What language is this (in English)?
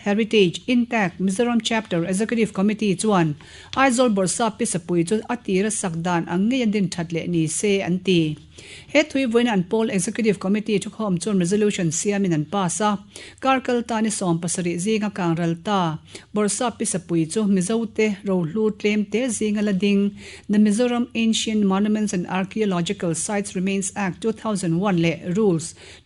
Mizo